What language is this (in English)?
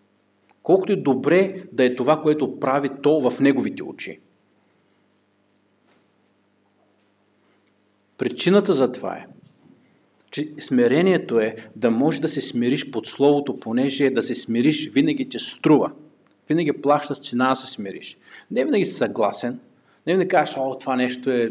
Bulgarian